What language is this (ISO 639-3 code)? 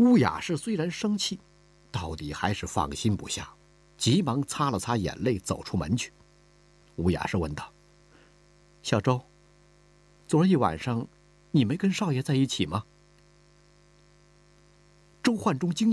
zho